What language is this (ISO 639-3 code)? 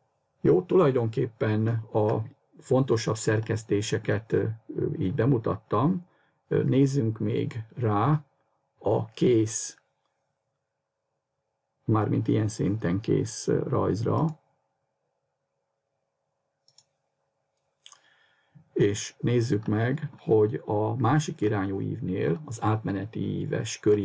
hun